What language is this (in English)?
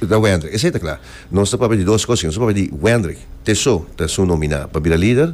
Papiamento